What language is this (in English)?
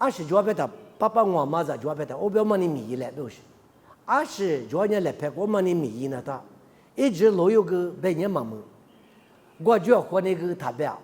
Lisu